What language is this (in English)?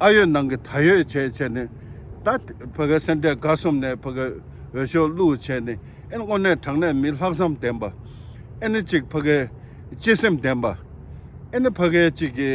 Tibetan